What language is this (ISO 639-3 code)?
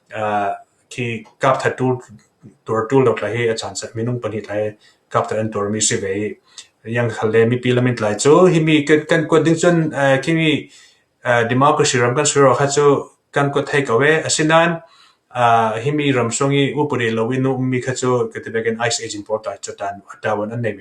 cfm